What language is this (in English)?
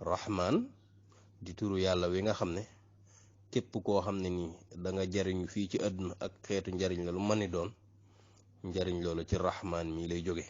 Wolof